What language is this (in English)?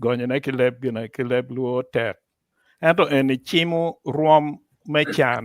Acoli